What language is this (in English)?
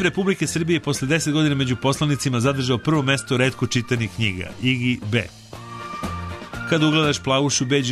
Serbian